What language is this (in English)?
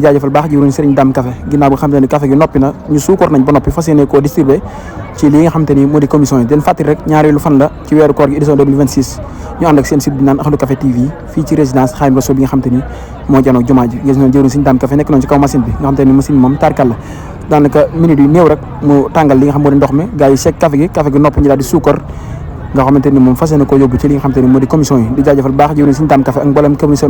Wolof